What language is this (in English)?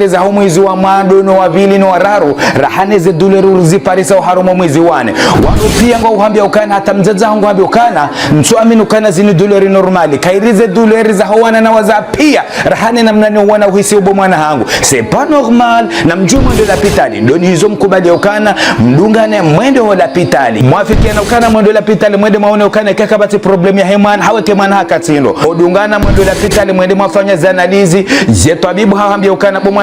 Ngazidja Comorian